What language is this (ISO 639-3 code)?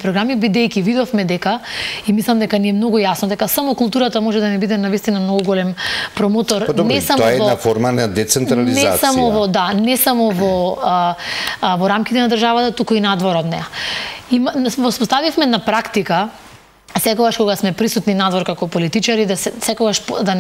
mkd